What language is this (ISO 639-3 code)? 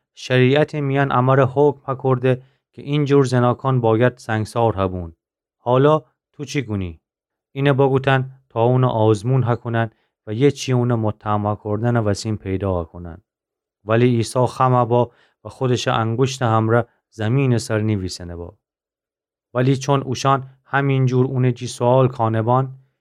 glk